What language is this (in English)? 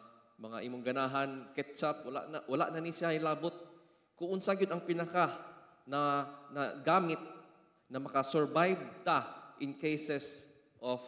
Cebuano